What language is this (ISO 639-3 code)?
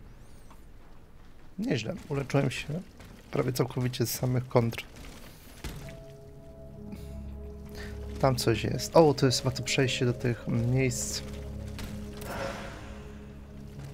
pol